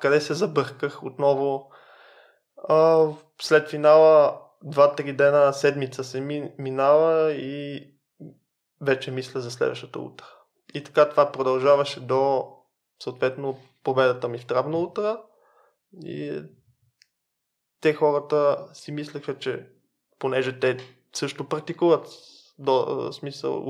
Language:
Bulgarian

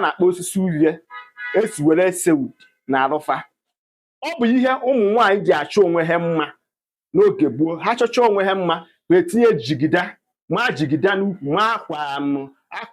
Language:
Igbo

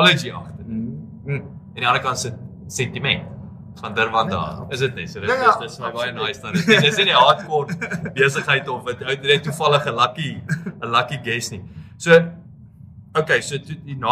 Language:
Afrikaans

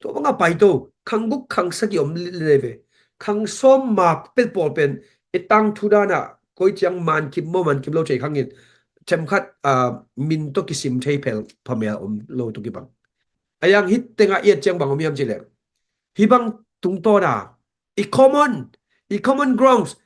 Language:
Tedim Chin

